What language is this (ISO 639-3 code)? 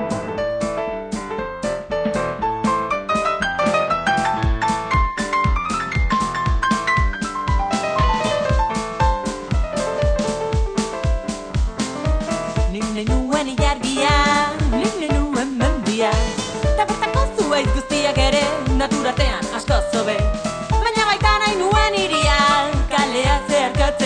eus